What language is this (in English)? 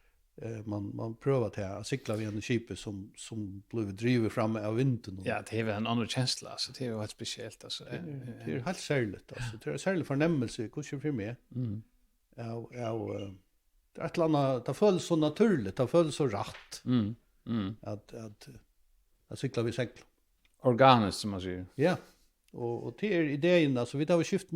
Faroese